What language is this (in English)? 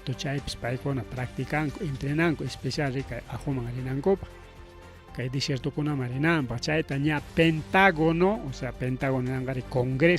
Ayacucho Quechua